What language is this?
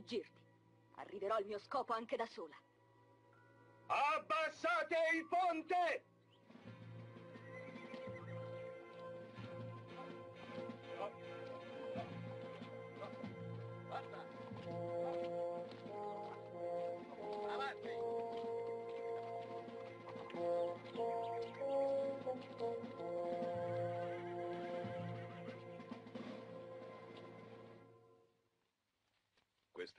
Italian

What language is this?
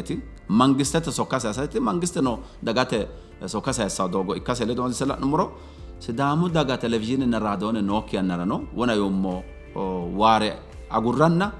Sidamo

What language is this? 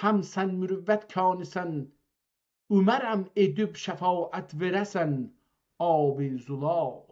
South Azerbaijani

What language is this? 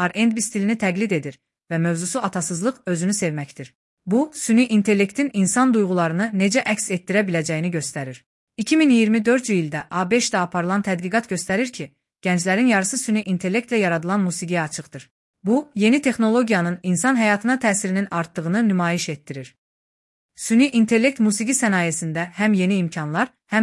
Azerbaijani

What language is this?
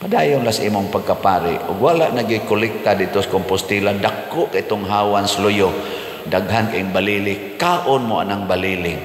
Cebuano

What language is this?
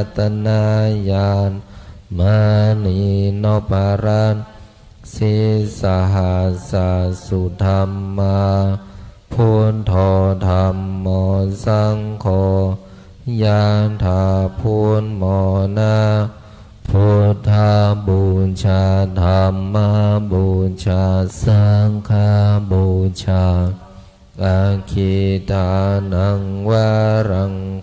Pali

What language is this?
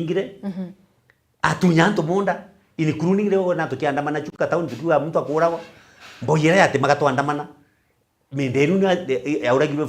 Meru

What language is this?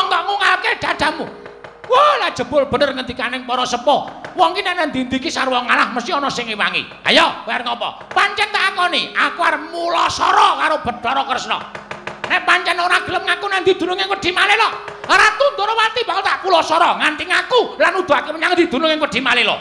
Javanese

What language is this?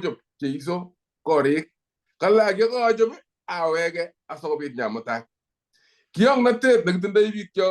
Kalenjin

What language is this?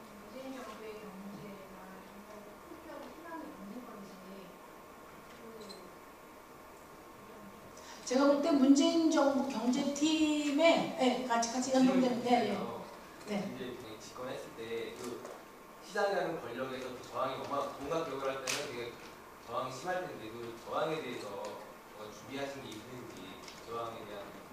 Korean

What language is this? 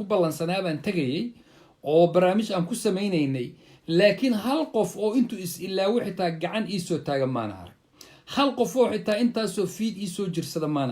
Somali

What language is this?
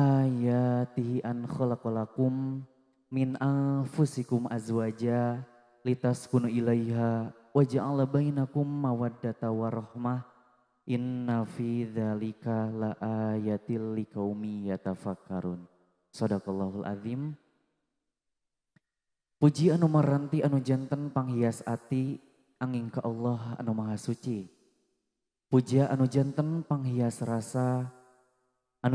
Sundanese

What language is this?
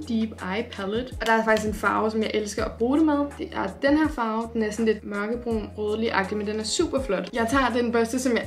Danish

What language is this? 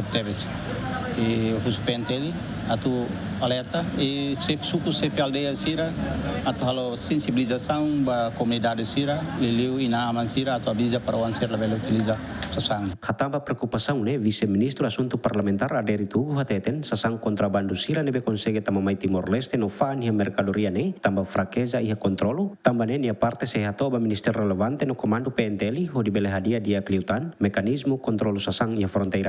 Tetum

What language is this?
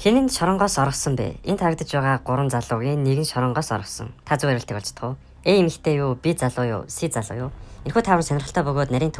Mongolian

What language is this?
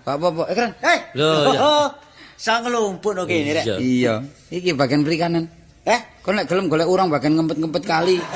Javanese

